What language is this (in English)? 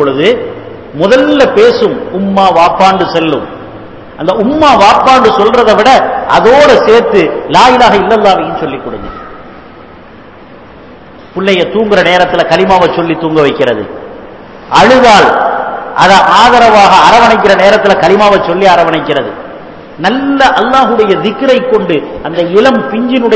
Tamil